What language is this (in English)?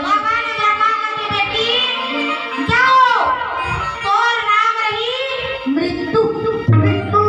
Chhattisgarhi